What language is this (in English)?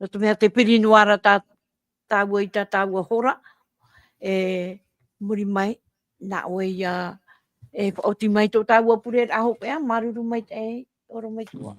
Tahitian